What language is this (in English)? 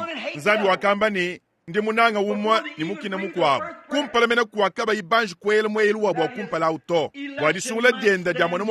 Luba-Lulua